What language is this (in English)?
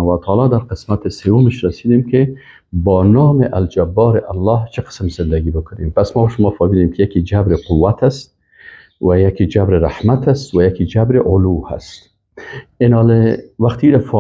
Persian